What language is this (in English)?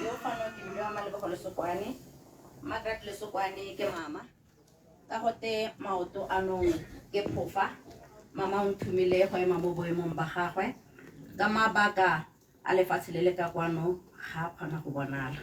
Tswana